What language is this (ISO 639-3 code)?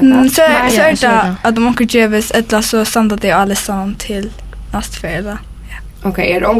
fao